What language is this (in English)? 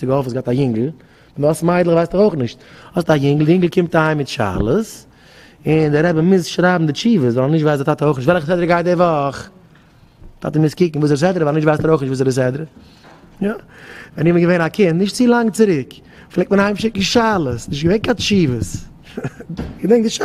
Yiddish